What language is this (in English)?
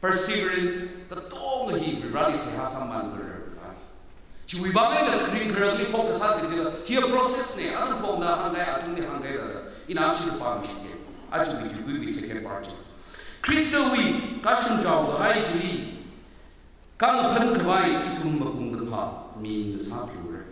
Tangkhul Naga (India)